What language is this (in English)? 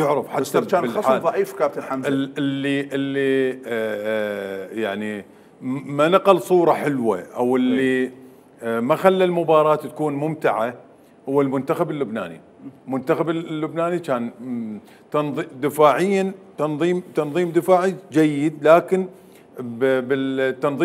Mesopotamian Arabic